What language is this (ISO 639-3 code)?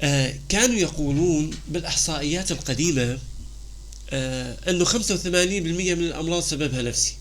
apc